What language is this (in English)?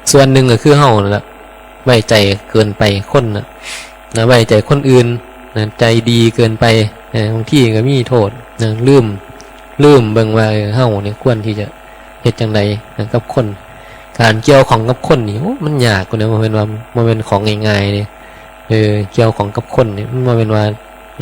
Northeastern Thai